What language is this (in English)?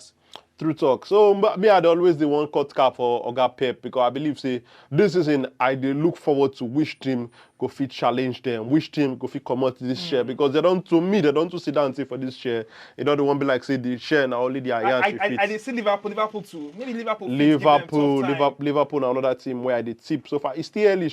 Nigerian Pidgin